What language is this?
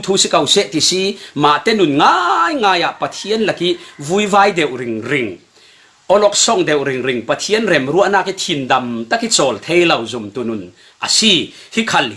Falam Chin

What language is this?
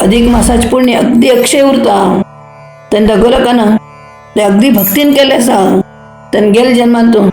Konkani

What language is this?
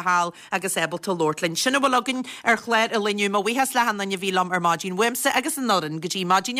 Irish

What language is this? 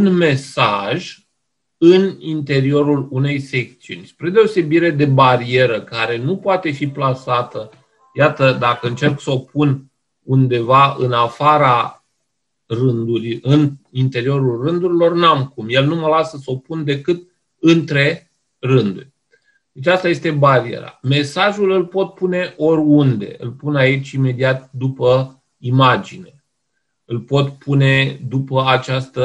Romanian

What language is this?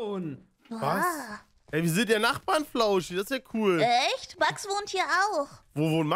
German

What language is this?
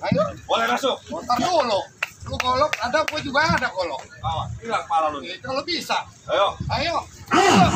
Betawi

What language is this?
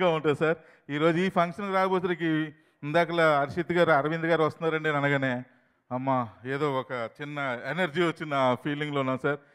Telugu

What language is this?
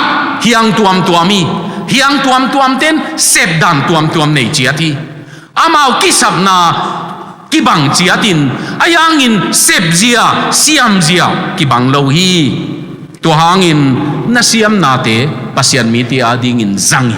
Tedim Chin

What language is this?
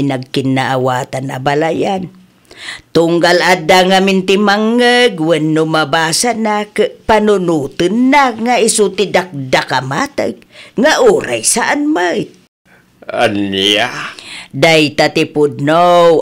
Iloko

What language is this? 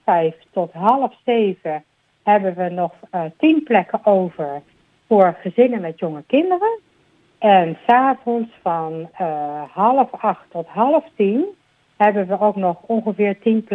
Dutch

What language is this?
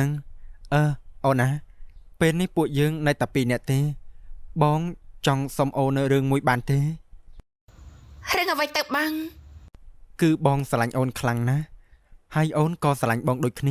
Khmer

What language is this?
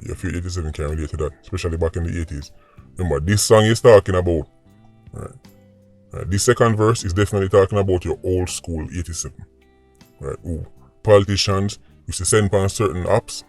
Jamaican Creole English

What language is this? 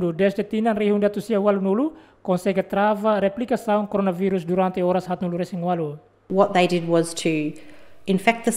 Tetum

